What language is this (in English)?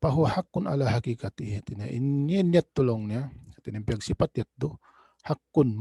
Tausug